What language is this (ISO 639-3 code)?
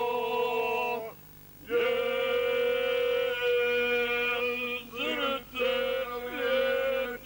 hrv